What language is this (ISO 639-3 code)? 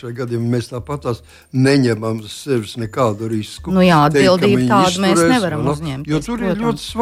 lav